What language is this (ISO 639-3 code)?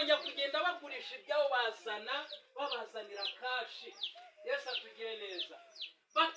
kin